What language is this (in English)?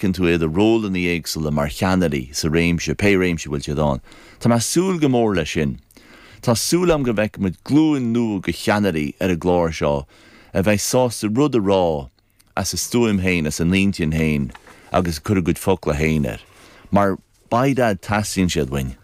Irish